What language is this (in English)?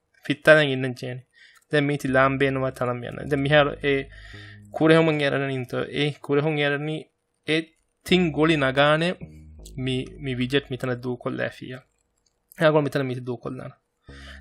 Divehi